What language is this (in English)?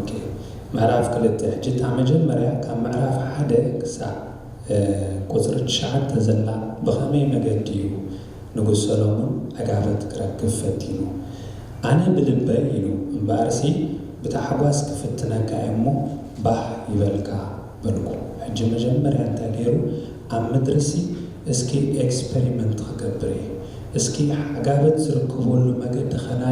Tigrinya